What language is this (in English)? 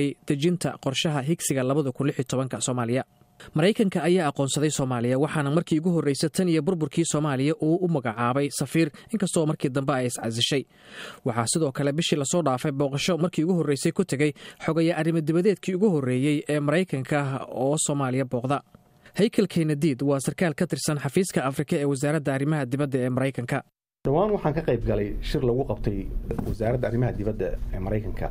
Somali